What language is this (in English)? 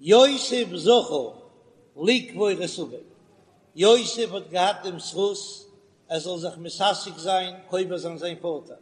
Yiddish